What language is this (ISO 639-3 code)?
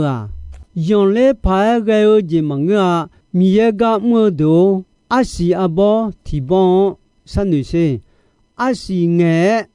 ahk